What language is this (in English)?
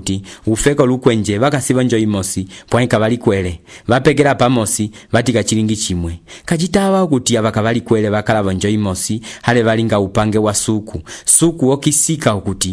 Umbundu